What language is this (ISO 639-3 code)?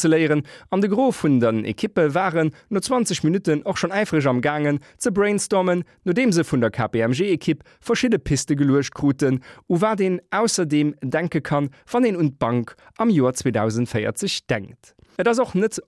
ltz